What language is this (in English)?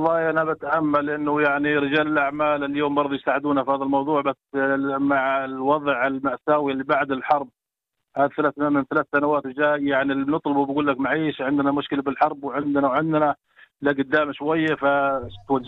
North Levantine Arabic